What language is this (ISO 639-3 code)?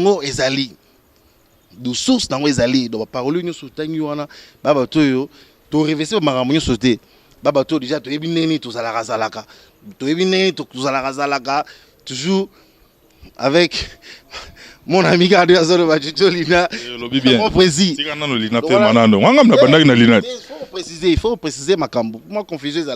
lin